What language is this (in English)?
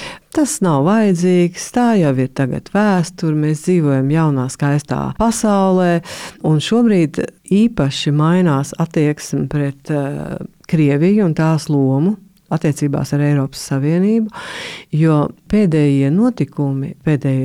Latvian